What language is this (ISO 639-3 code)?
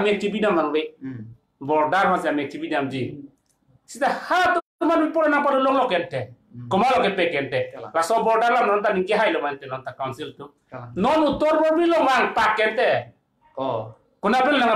mjw